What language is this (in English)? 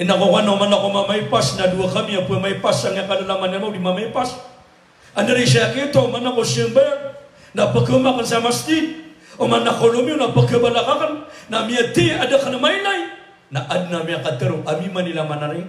Maranao